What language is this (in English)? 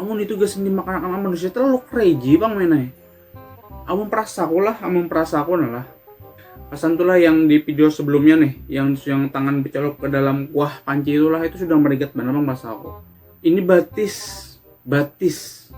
Banjar